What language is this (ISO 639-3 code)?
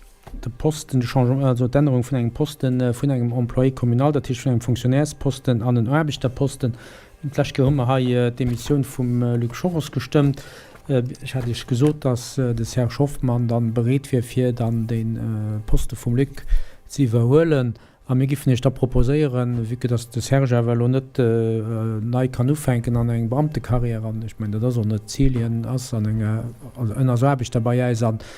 ltz